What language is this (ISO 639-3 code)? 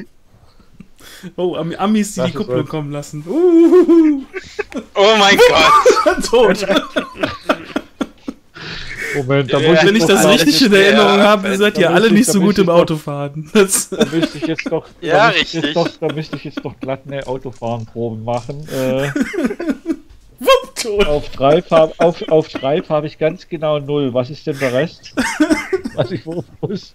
deu